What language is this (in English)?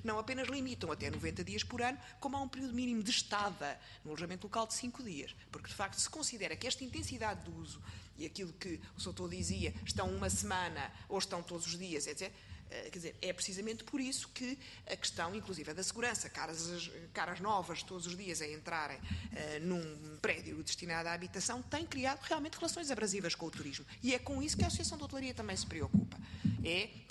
Portuguese